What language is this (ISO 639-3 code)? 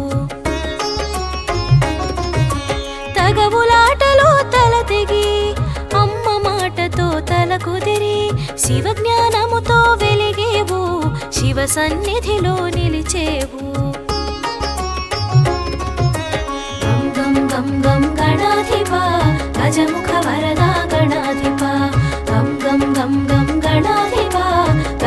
tel